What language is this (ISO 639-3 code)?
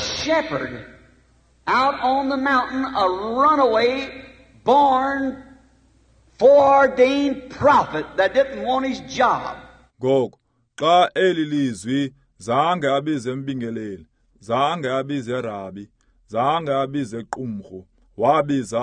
xho